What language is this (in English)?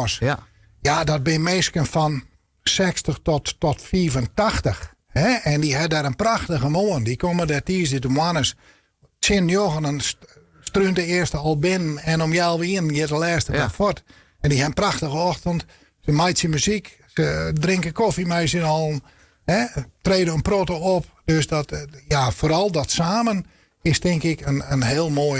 Western Frisian